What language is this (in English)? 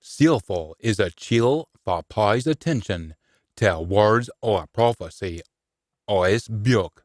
Scots